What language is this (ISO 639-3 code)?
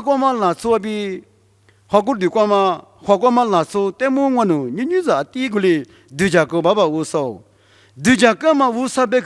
lis